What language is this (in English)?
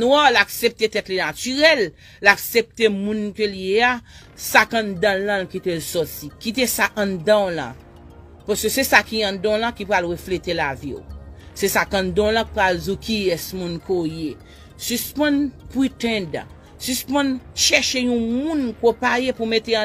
Haitian Creole